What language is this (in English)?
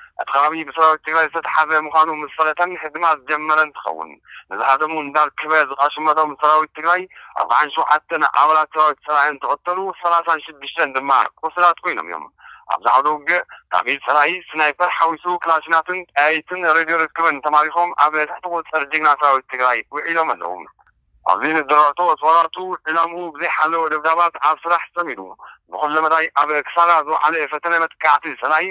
Tigrinya